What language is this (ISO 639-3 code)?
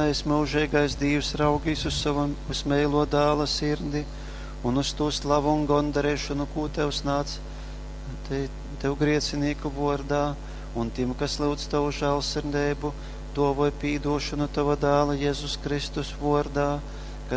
ltg